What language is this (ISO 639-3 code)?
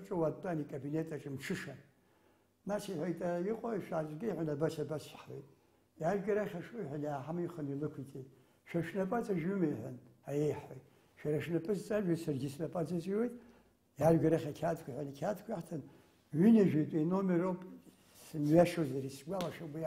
abk